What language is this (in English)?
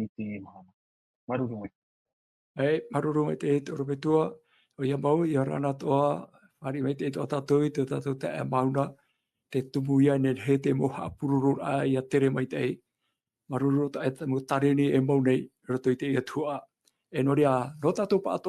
Tahitian